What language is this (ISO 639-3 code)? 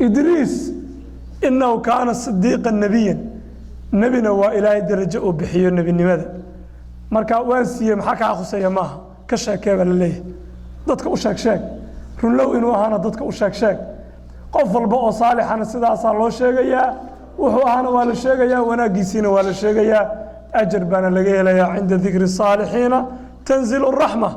som